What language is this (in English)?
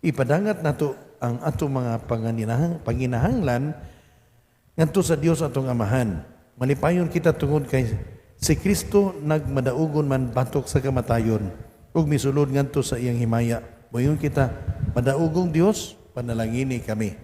Cebuano